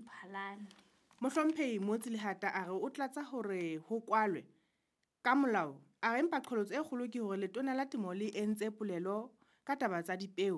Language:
Southern Sotho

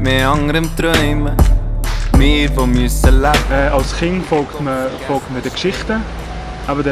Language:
Swiss German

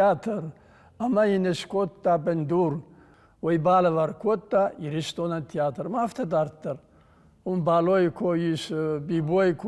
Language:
Ossetic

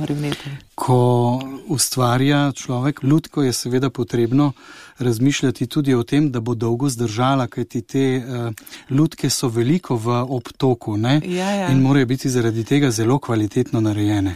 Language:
Slovenian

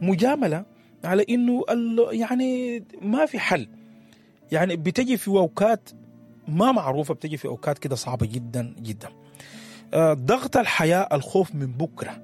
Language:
Sudanese Arabic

